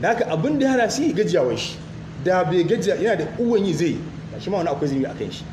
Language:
Hausa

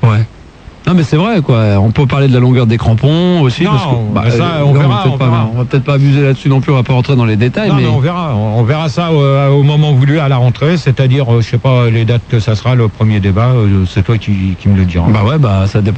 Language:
French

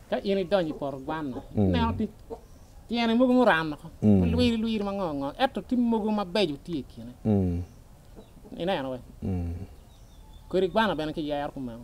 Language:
Acoli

